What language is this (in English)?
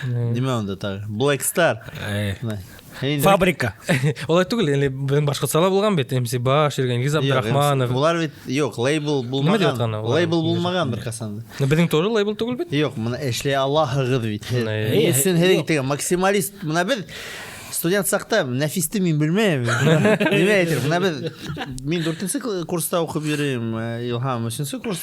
Bashkir